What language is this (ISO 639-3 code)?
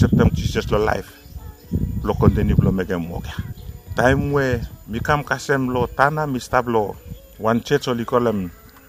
bis